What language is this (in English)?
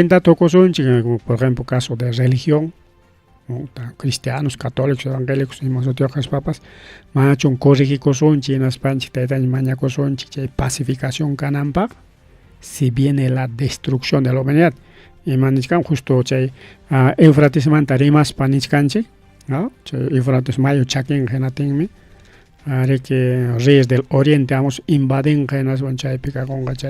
Ayacucho Quechua